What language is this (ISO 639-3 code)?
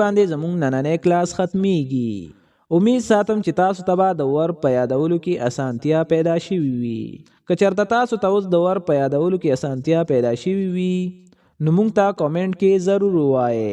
pus